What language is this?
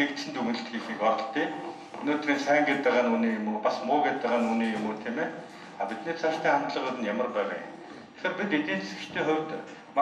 Mongolian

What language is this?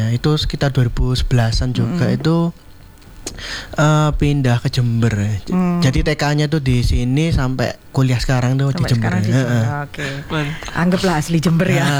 Indonesian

